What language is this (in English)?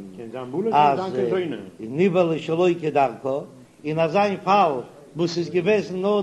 Yiddish